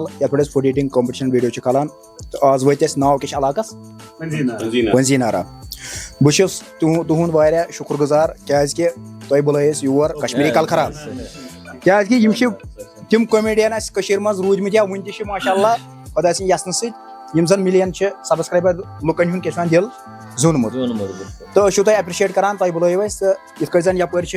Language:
Kashmiri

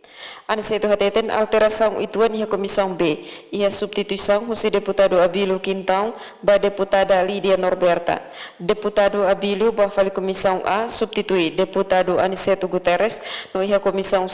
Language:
Tetum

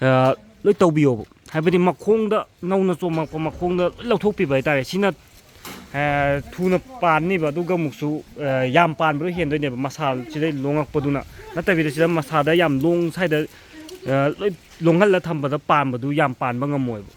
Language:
Manipuri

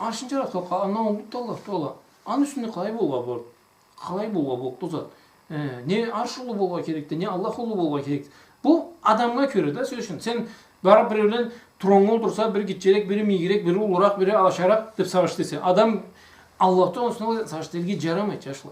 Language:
Karachay-Balkar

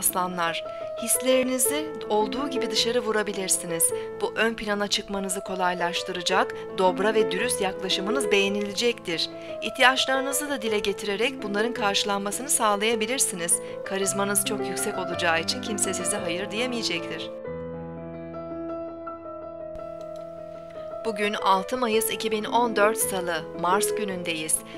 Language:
Turkish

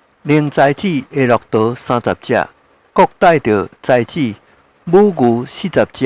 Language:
Min Nan Chinese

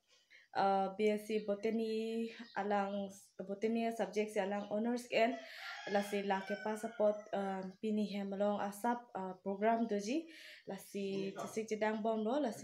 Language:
Karbi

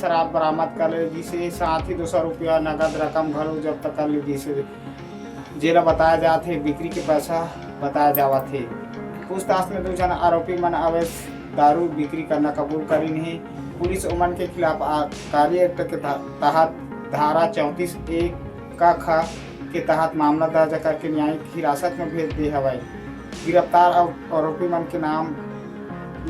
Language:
Chhattisgarhi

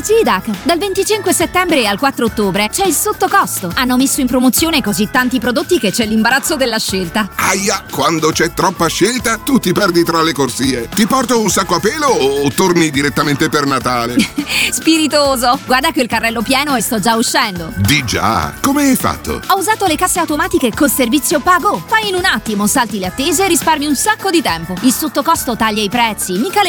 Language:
Italian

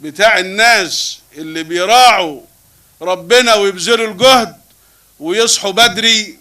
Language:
Egyptian Arabic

